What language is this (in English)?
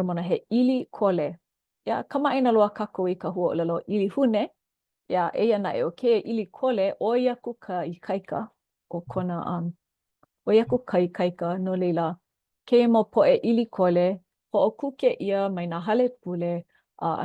Hawaiian